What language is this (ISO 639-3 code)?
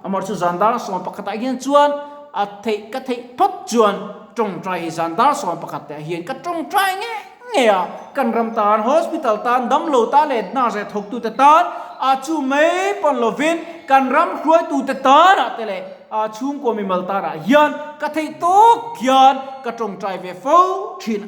lus